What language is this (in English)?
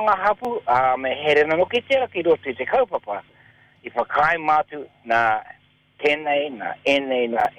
Māori